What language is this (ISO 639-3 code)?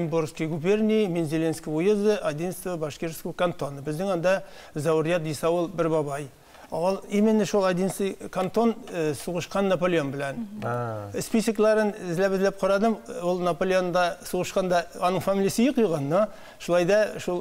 tat